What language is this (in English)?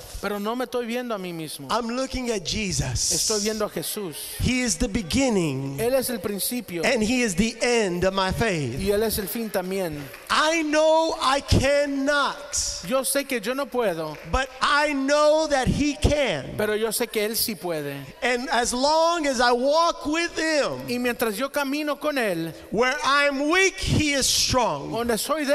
Spanish